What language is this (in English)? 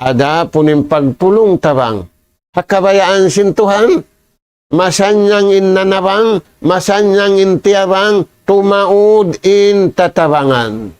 Tausug